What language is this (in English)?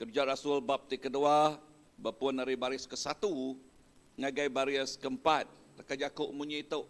Iban